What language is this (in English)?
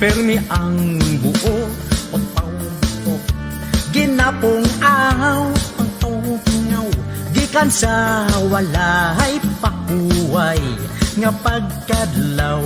Hiligaynon